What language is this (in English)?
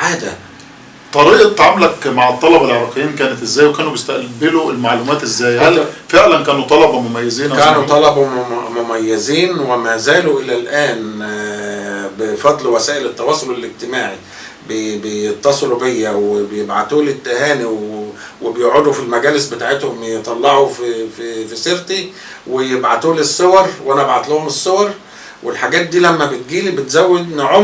Egyptian Arabic